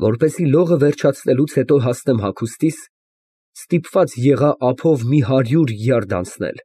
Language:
Armenian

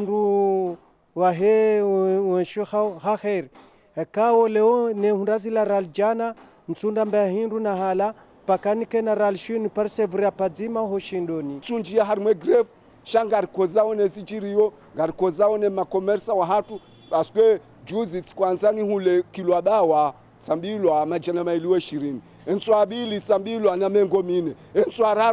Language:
Ngazidja Comorian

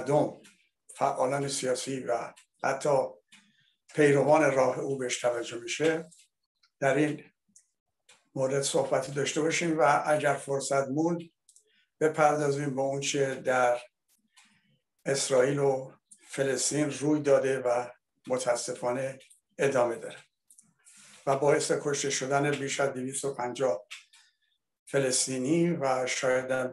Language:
Persian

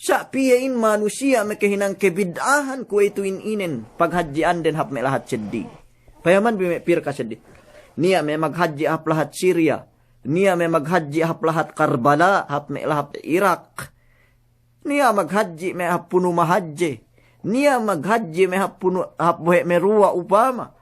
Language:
Yakan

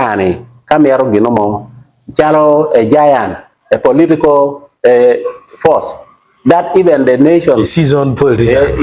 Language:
Acoli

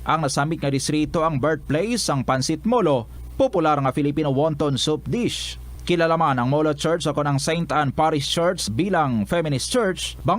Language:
Hiligaynon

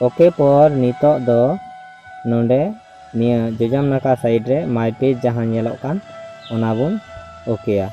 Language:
Santali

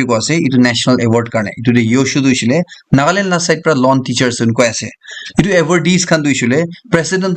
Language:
Naga Pidgin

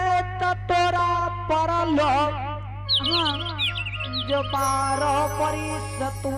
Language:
Angika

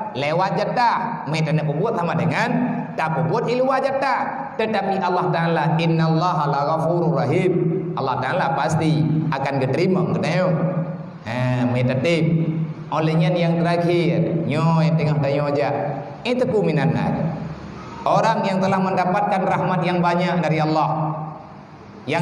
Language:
Achinese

